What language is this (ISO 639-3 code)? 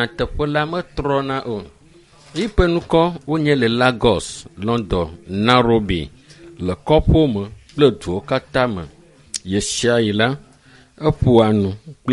ewe